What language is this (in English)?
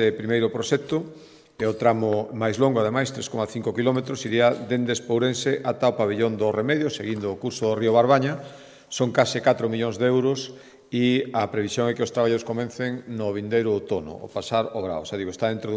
Galician